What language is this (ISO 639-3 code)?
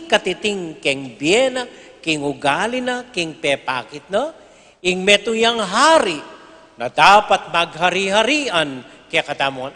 pam